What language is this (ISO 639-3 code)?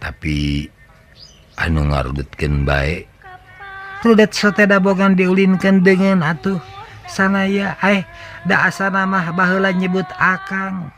sun